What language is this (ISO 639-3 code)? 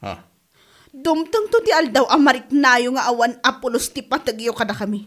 ilo